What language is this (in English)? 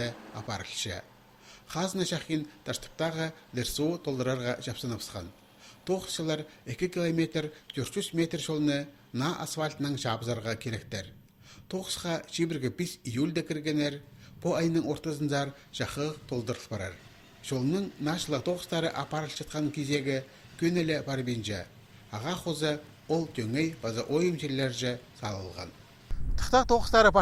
Khakas